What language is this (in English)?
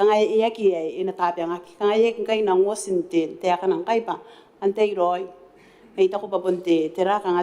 Gilbertese